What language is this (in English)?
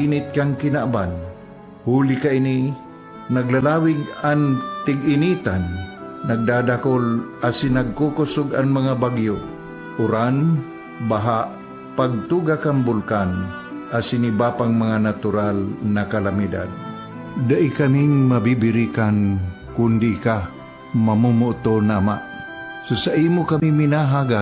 Bikol